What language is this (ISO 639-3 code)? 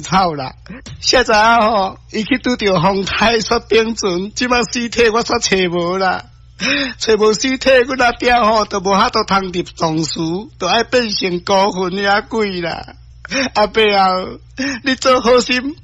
nan